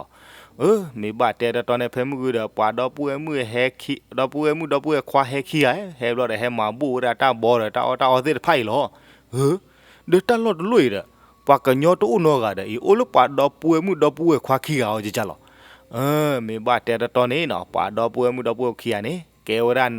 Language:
S'gaw Karen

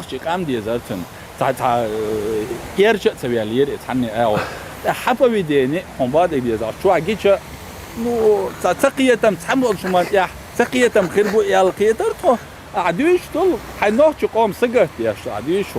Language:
Chechen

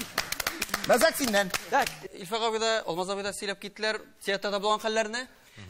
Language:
Tatar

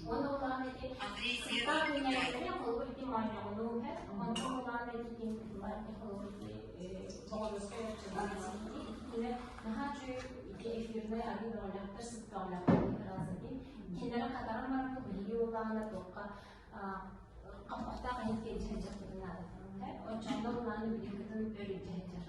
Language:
Yakut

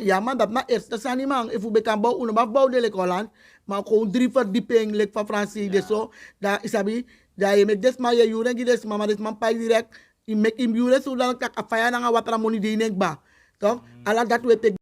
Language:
Sranan Tongo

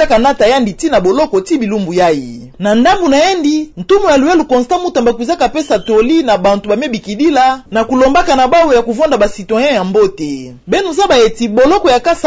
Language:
Kituba (Democratic Republic of Congo)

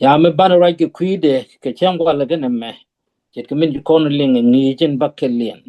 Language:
Nuer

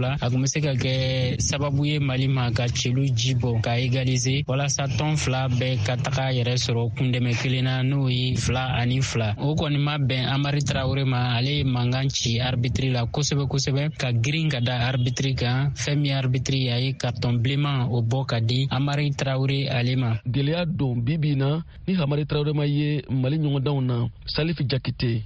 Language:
Bambara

